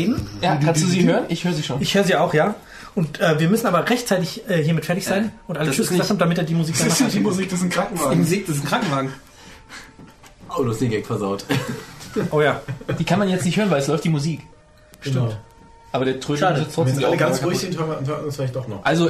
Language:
German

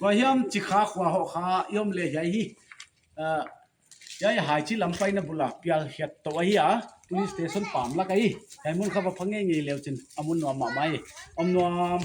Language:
Paite Chin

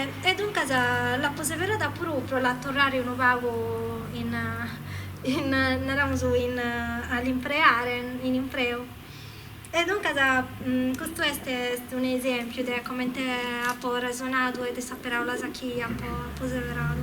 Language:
Sardinian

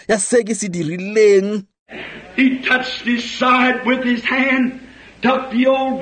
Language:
Tswana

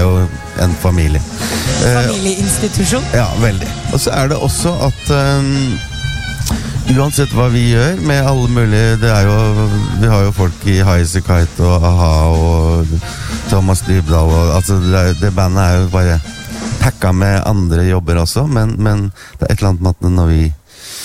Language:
Norwegian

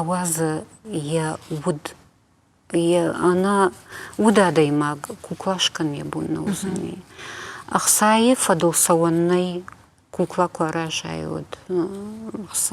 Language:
Ossetic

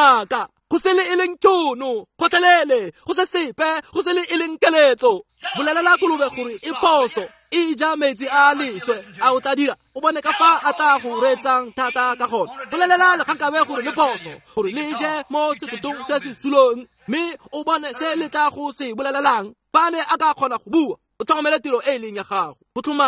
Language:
Tswana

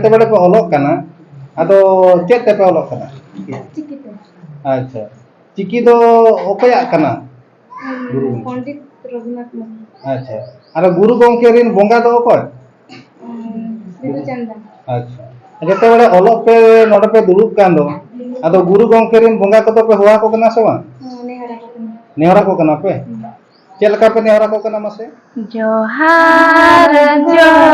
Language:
Santali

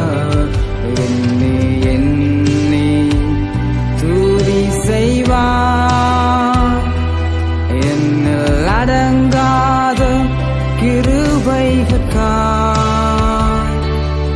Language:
Tamil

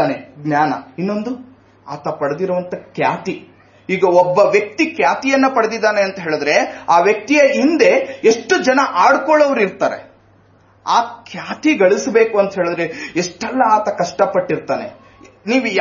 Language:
Kannada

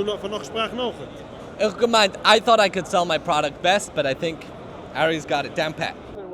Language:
Yiddish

